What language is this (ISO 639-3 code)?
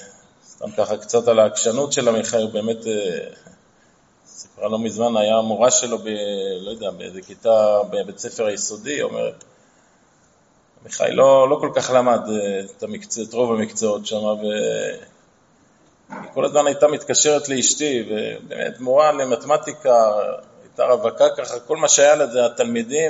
heb